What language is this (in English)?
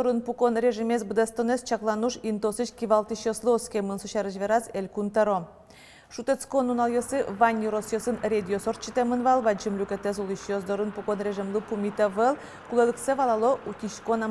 Udmurt